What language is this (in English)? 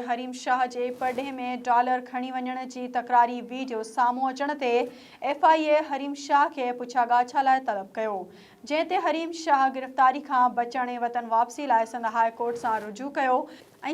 Sindhi